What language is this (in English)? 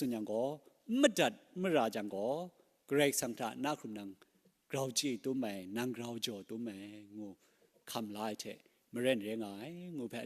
Kachin